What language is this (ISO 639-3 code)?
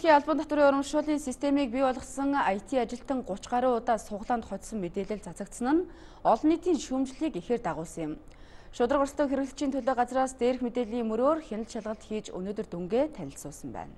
mon